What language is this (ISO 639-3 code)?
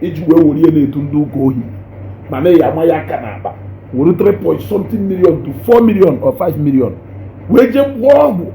ibo